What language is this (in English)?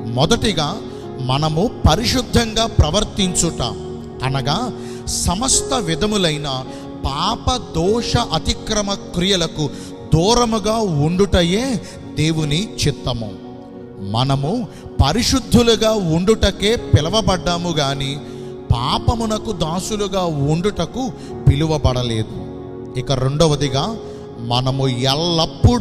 Telugu